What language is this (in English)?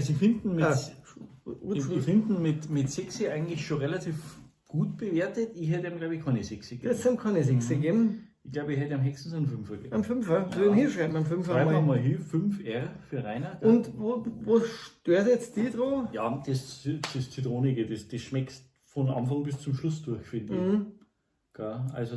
Bavarian